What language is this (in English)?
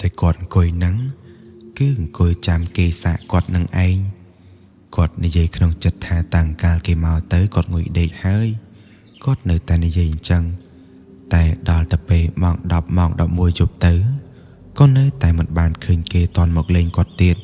Khmer